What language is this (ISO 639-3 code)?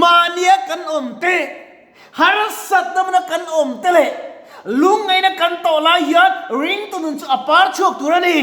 lus